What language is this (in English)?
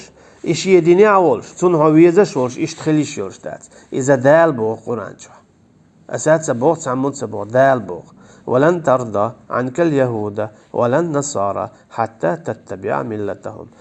Chechen